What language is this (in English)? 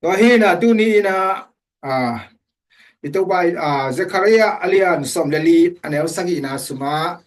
Tedim Chin